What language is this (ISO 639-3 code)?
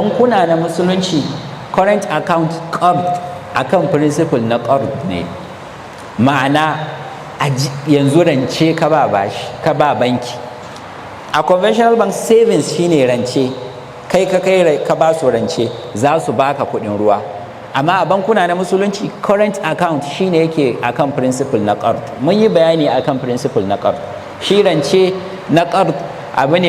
hau